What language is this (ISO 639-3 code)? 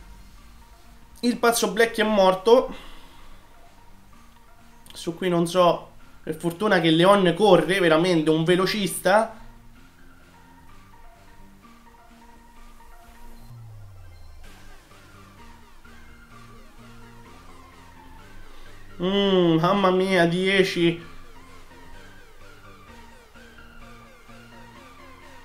ita